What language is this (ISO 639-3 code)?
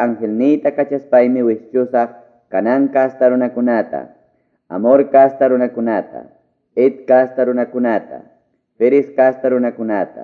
que